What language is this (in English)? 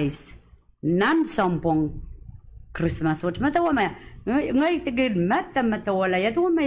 Pohnpeian